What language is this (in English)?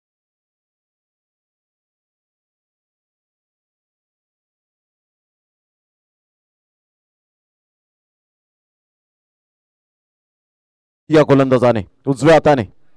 Marathi